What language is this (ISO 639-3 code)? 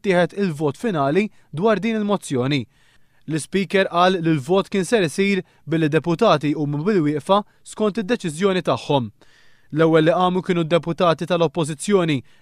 mlt